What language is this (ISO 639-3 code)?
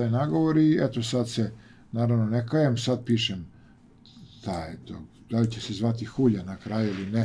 srp